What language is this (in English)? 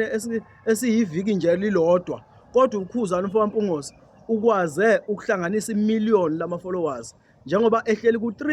Zulu